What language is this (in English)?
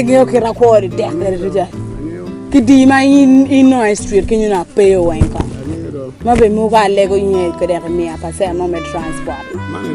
Acoli